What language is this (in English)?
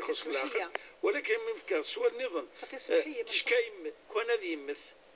Moroccan Arabic